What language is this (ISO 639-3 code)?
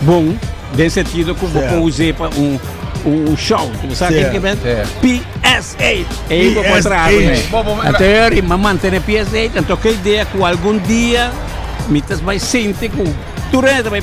pap